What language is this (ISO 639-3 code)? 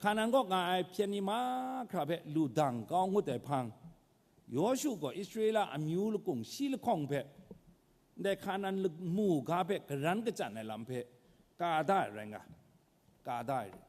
kac